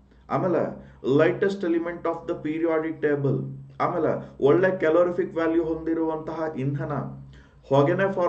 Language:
Kannada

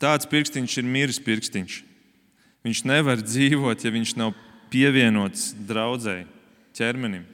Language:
Latvian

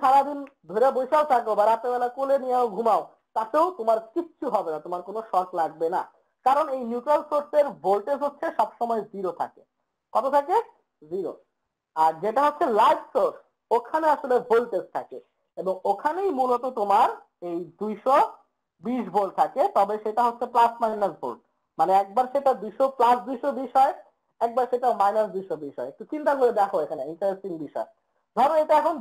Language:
Bangla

